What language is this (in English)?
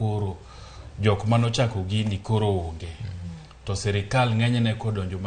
Luo (Kenya and Tanzania)